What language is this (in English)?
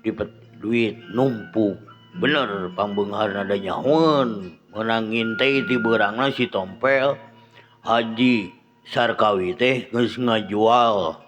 Sundanese